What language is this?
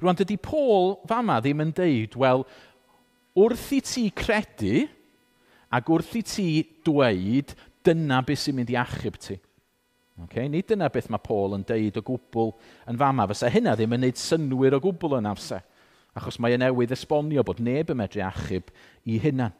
Welsh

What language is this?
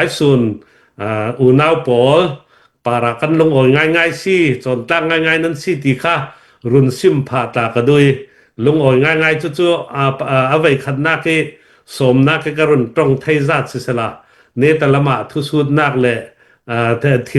Falam Chin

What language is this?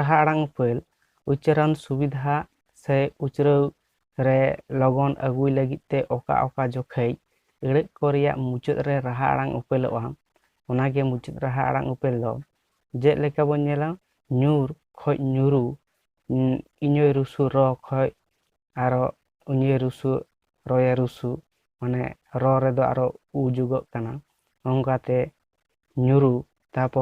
Santali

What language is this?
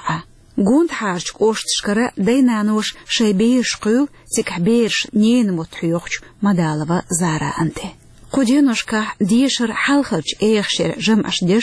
Chechen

